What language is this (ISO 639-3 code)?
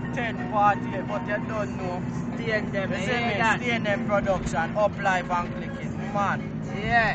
jam